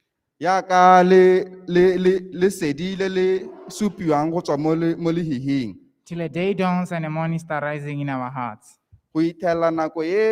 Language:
Tswana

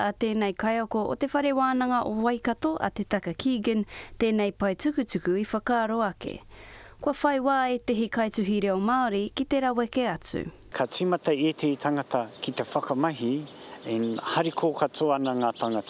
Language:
Māori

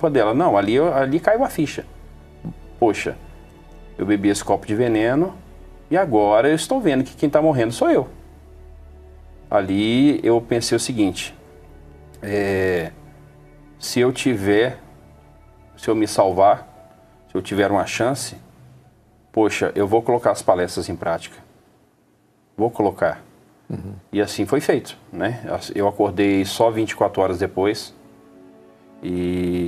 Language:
Portuguese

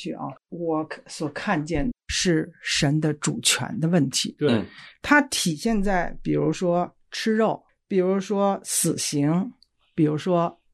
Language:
Chinese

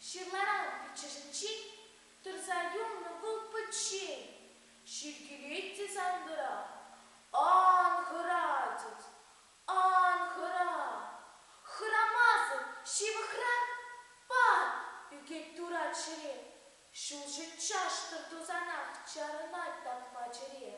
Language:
Chuvash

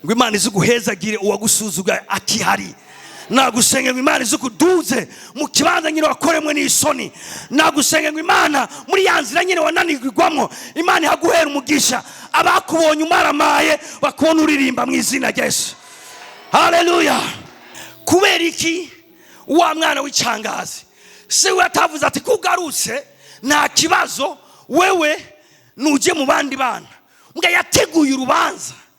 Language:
Rundi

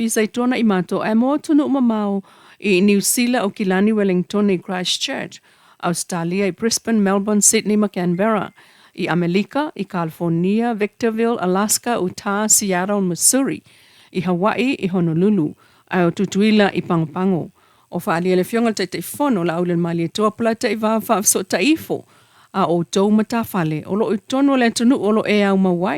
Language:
Samoan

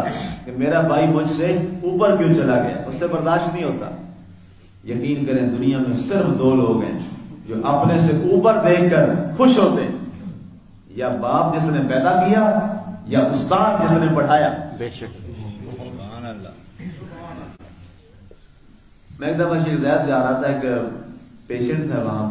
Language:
Urdu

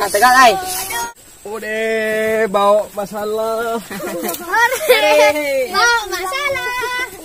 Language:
Minangkabau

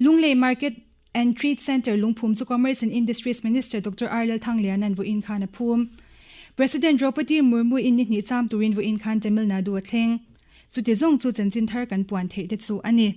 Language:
Mizo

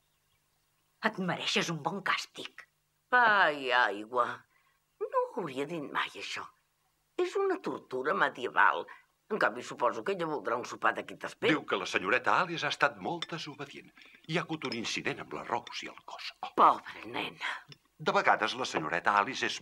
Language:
Catalan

